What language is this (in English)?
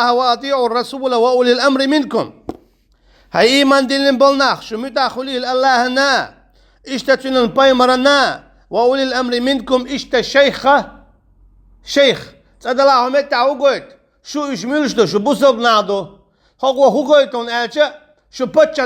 Chechen